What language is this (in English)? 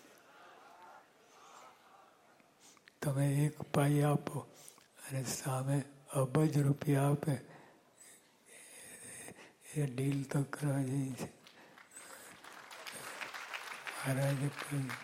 Gujarati